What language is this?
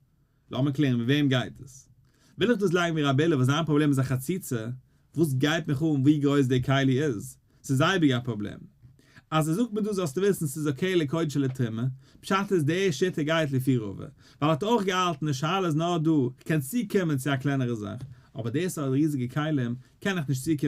Yiddish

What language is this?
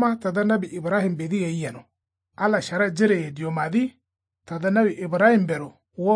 Kanuri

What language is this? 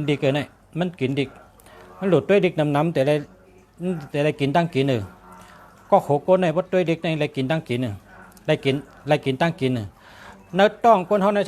Shan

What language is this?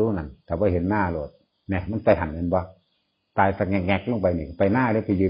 Northeastern Thai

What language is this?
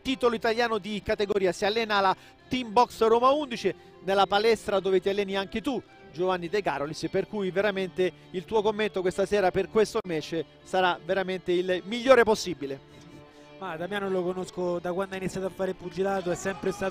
Italian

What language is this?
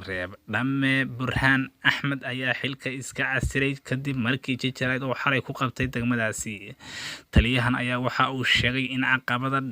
Somali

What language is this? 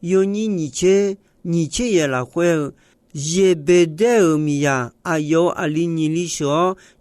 Akha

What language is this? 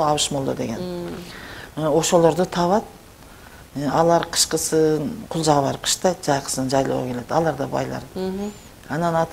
Kyrgyz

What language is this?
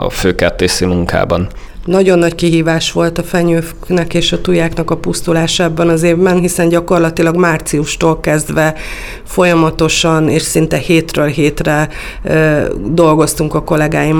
Hungarian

